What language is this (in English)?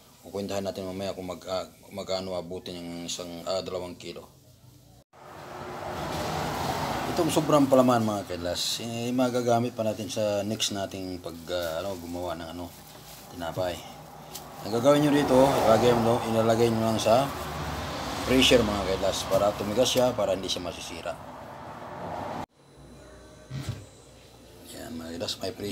Filipino